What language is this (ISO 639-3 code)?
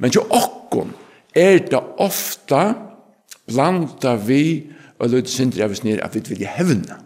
fao